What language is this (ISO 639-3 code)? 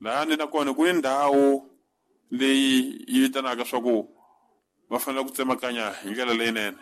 tso